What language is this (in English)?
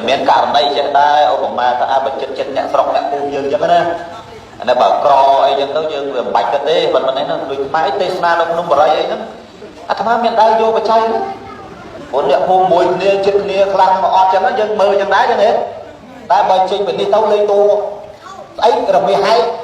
Khmer